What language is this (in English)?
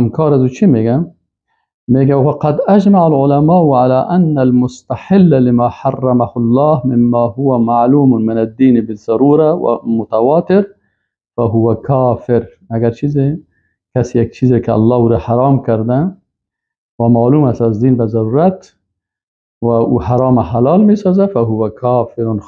Persian